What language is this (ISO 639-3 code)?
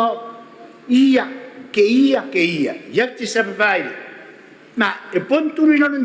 gil